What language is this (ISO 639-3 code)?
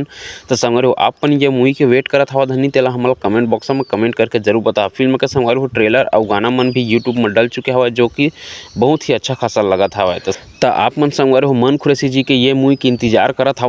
hne